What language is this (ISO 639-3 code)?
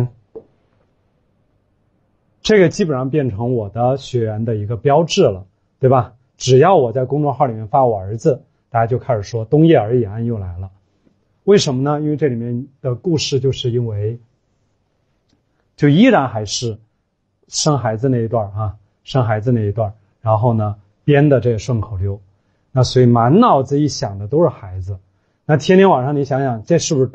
zho